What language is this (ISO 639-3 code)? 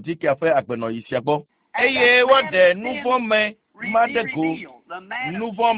ewe